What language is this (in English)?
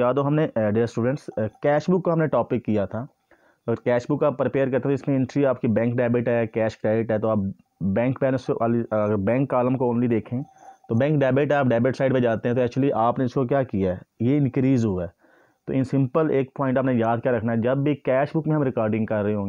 Hindi